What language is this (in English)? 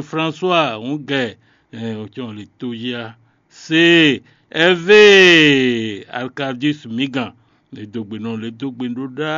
Fon